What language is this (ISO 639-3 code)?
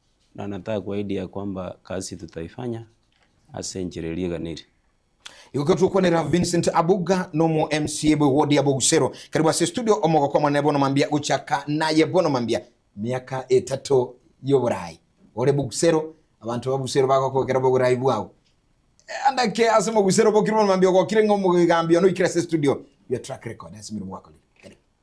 guz